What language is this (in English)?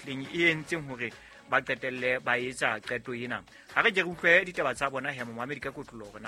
Southern Sotho